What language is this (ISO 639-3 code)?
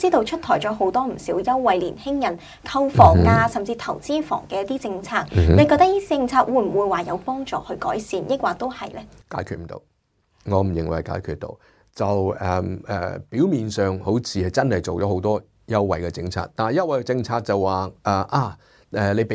yue